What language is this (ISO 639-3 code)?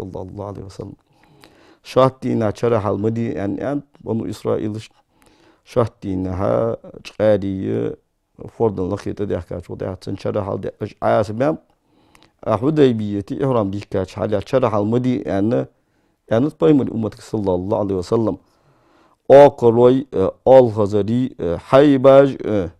inh